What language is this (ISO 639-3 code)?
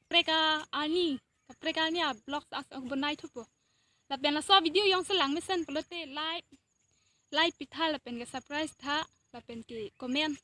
mjw